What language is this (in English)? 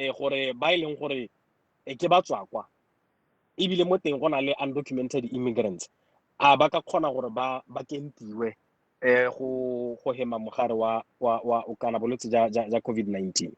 Tswana